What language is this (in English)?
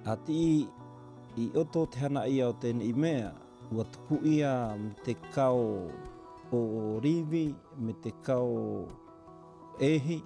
South Marquesan